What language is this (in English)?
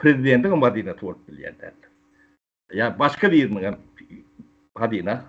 Turkmen